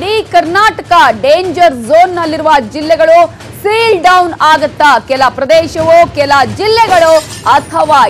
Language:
Kannada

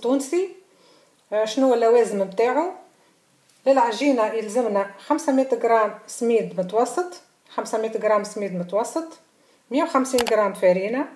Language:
Tunisian Arabic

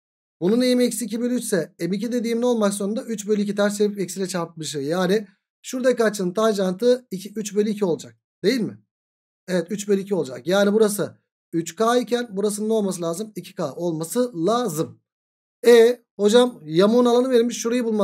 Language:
Turkish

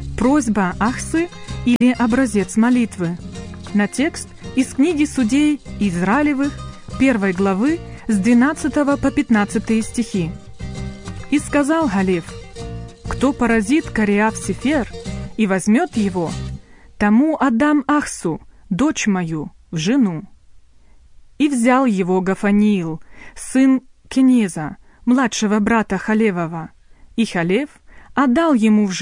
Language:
Russian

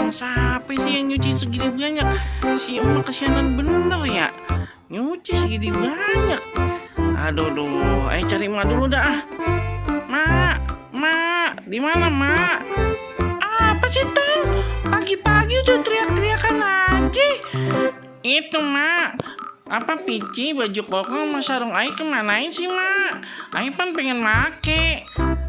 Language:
Betawi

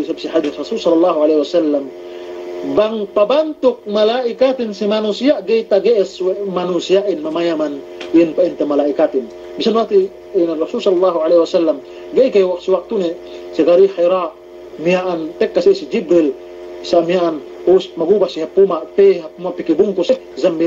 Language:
Yakan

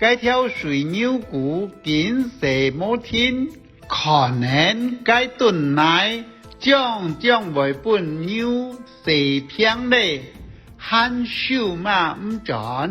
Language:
Hakka Chinese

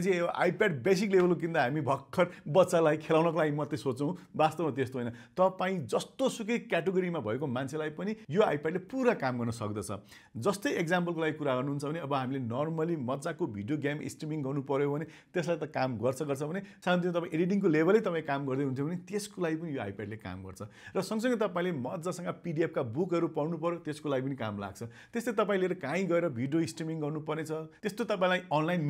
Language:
Nepali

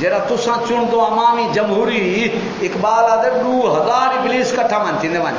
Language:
Saraiki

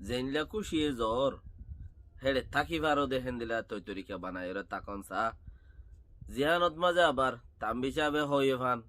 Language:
Rohingya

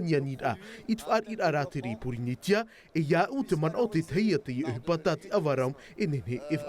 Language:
Tahitian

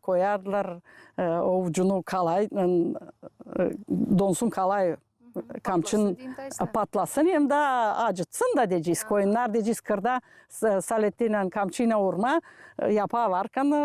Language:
Gagauz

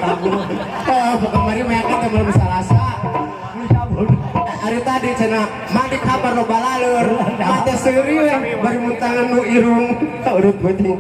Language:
Sundanese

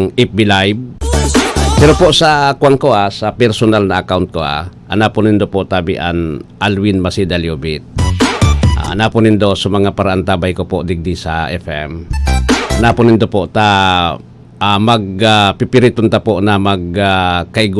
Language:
Bikol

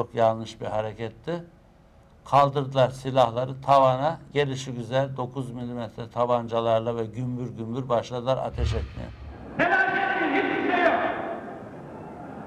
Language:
Turkish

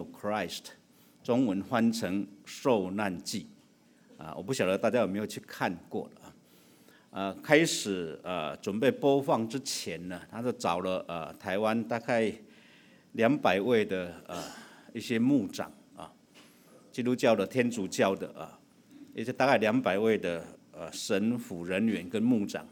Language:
Chinese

